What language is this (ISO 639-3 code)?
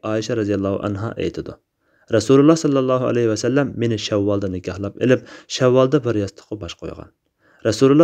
uig